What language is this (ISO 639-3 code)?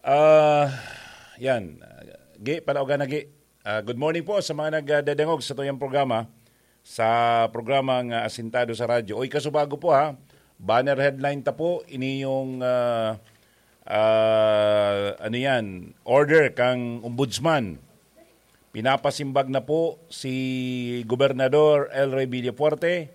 bik